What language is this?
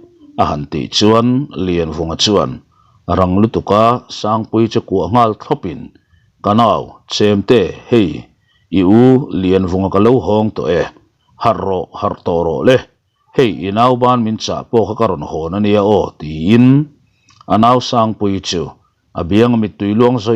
Mizo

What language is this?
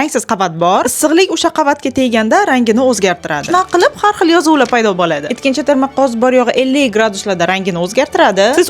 Uzbek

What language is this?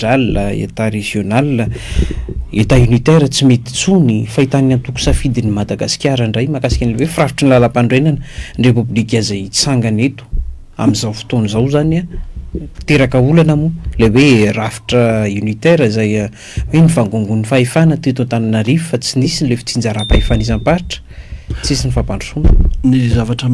Malagasy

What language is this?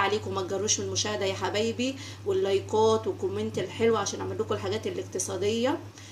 Egyptian Arabic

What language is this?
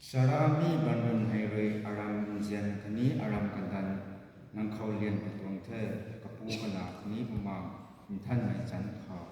Rongmei Naga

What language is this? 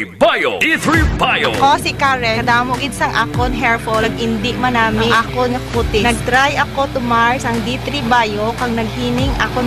Hiligaynon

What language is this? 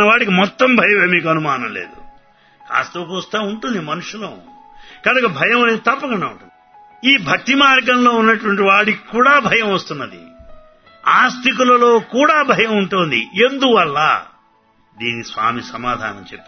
Telugu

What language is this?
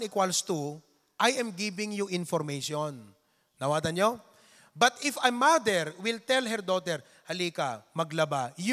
Iloko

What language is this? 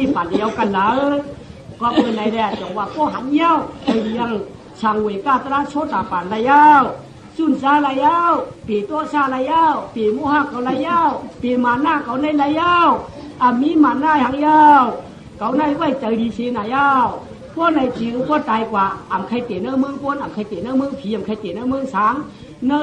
Shan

